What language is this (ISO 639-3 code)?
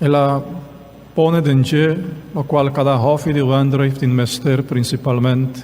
pap